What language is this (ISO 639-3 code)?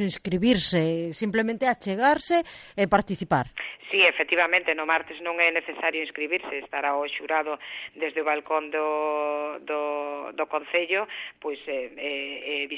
glg